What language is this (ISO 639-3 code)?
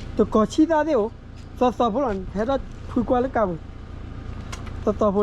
ksw